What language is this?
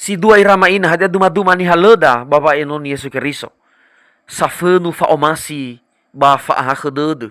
Nias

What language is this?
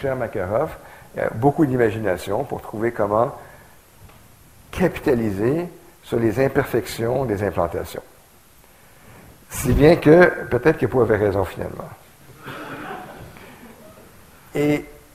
French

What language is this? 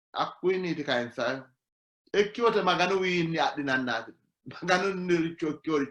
Sidamo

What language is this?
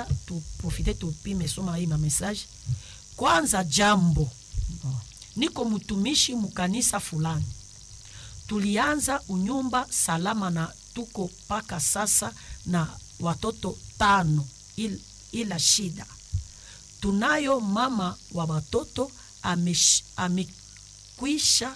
Swahili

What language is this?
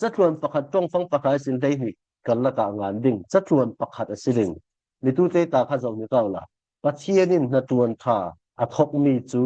Falam Chin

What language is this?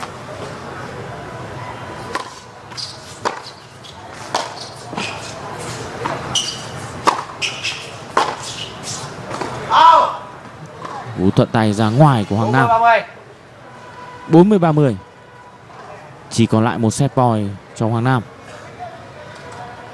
Vietnamese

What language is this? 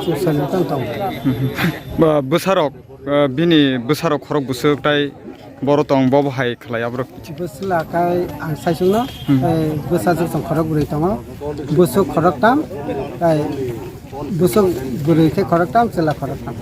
Kok Borok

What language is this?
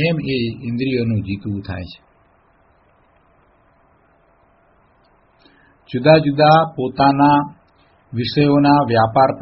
Gujarati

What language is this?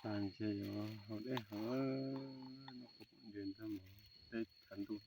Hmong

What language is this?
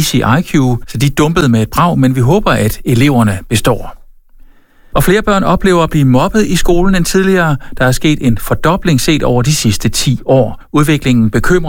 Danish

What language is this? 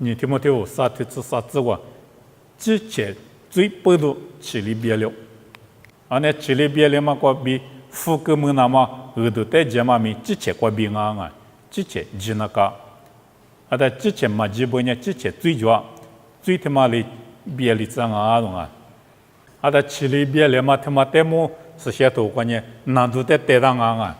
Lisu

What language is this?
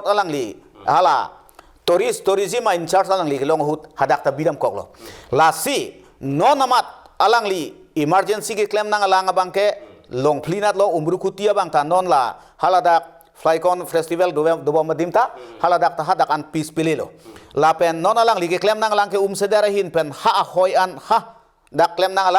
Karbi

